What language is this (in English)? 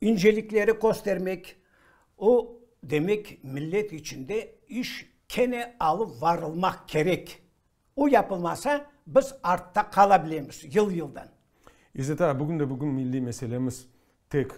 Crimean Tatar